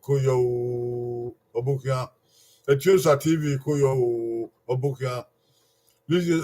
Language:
Bini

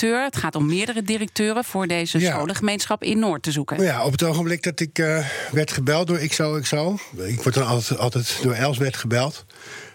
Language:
Dutch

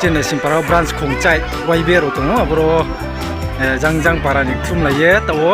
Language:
Riang (India)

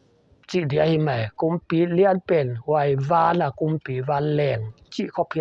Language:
Paite Chin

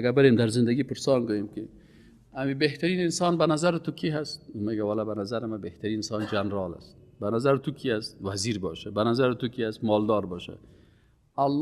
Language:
Persian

